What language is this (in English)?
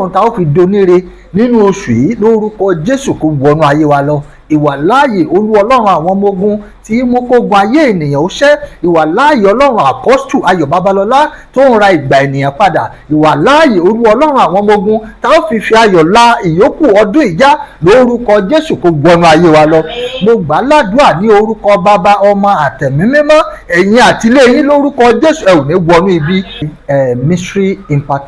Yoruba